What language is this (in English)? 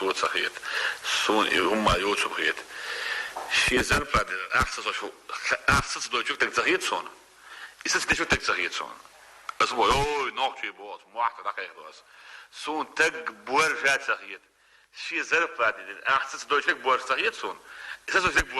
Chechen